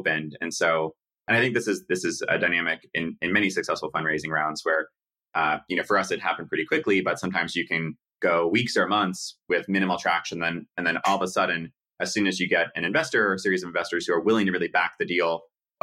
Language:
English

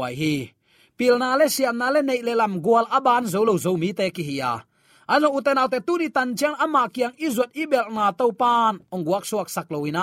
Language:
Tedim Chin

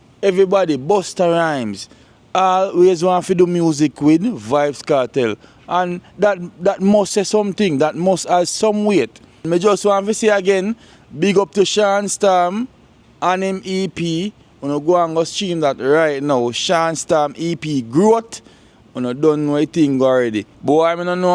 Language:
Jamaican Creole English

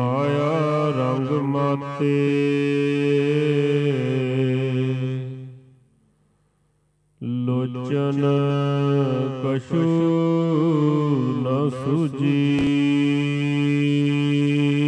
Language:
Punjabi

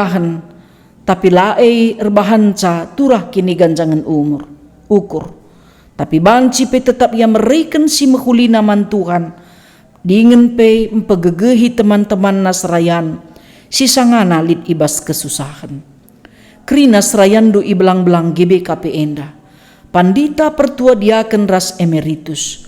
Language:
Batak Karo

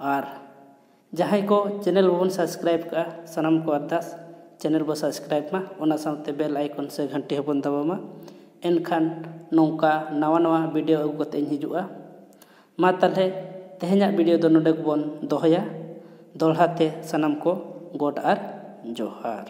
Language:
Santali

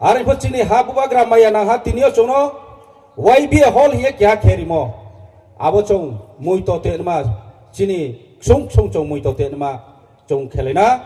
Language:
Riang (India)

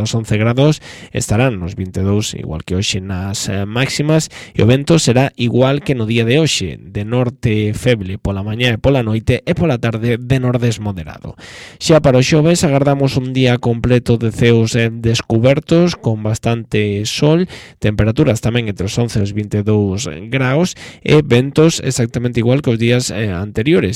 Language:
Galician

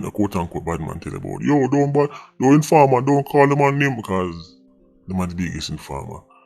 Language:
Jamaican Creole English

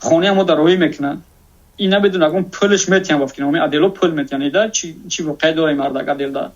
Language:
Tajik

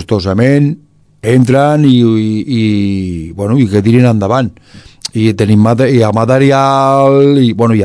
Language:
Catalan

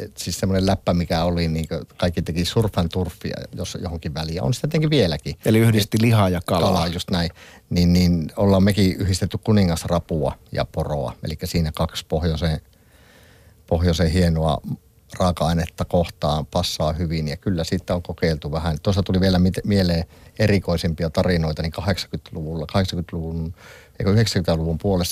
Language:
Finnish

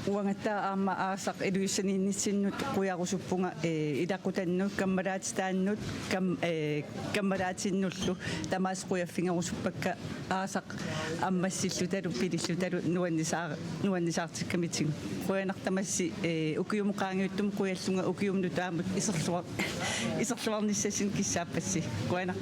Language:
Kalaallisut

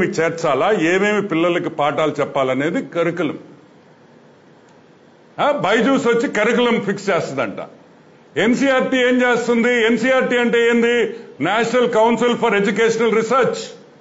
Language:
Telugu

